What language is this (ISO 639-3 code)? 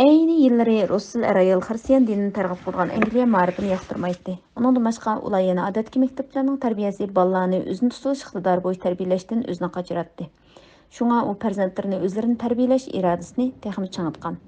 uig